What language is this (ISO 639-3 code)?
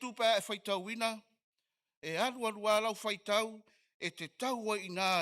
smo